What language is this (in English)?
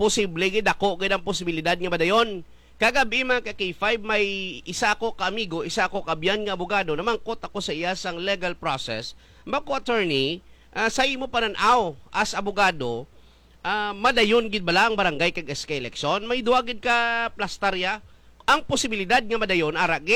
Hiligaynon